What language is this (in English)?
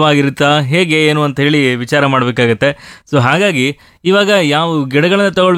Kannada